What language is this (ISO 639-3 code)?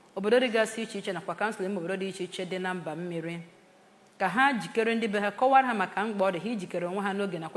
ibo